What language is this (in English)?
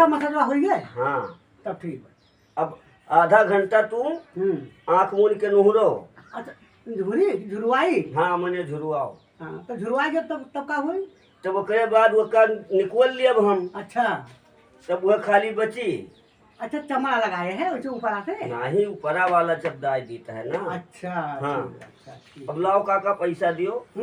Awadhi